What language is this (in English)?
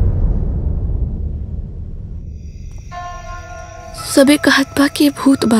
Bhojpuri